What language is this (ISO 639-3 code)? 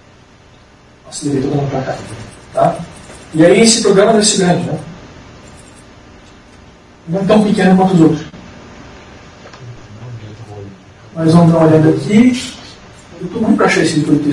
por